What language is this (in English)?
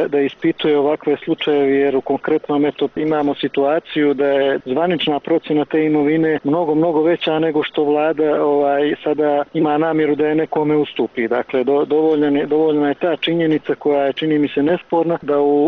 Bosnian